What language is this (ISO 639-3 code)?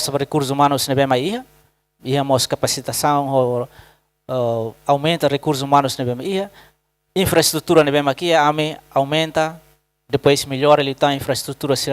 tet